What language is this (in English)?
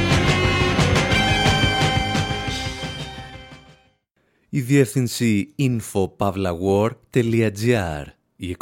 Greek